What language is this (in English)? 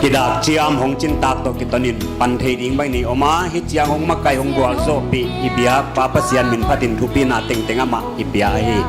Paite Chin